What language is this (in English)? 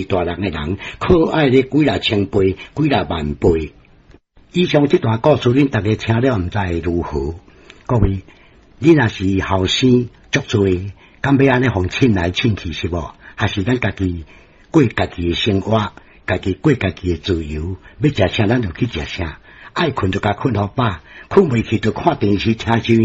Min Nan Chinese